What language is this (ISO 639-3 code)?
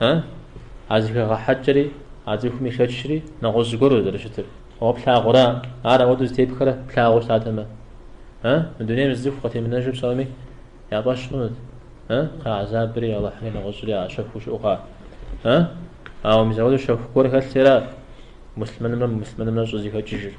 kbd